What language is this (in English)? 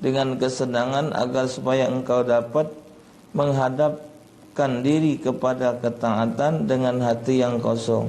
Musi